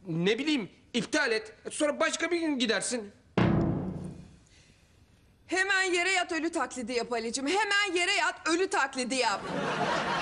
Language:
Turkish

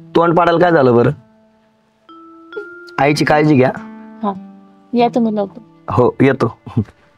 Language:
Marathi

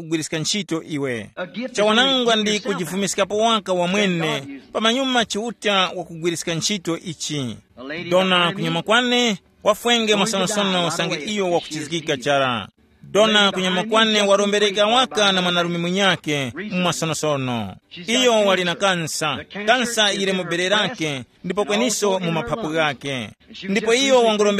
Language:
Tumbuka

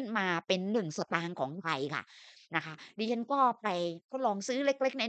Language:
Thai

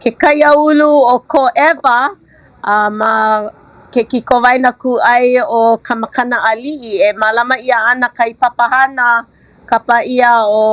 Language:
Hawaiian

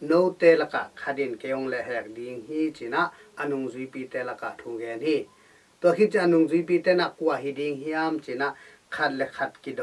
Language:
Tedim Chin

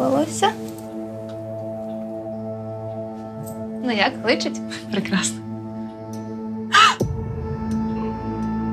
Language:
Ukrainian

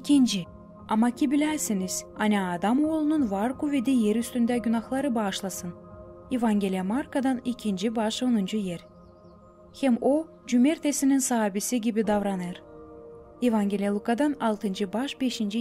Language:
Gagauz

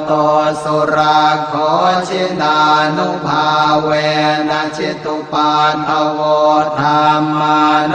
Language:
Pali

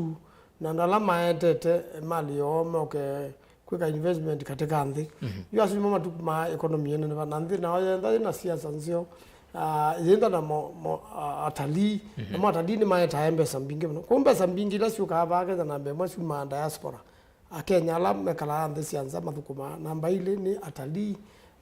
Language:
Kamba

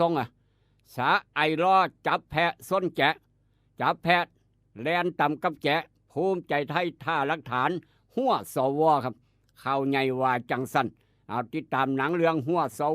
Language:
Northeastern Thai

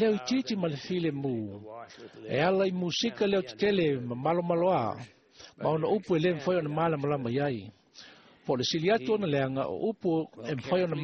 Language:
Samoan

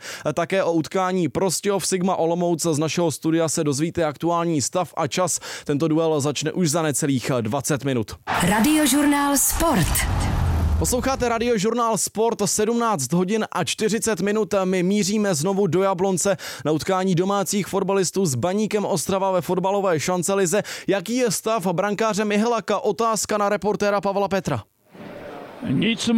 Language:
Czech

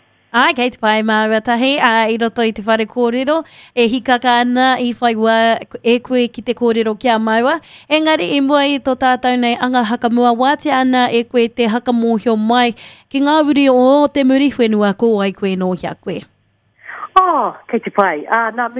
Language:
Māori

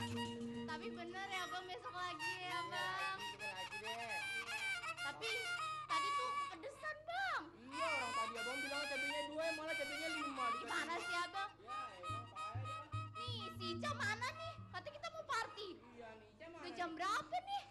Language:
Betawi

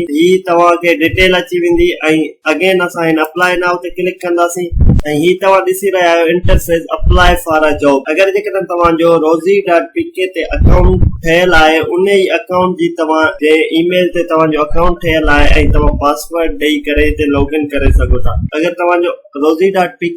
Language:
Sindhi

